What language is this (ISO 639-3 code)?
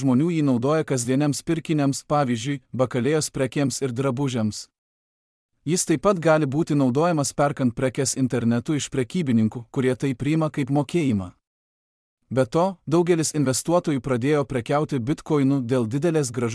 lit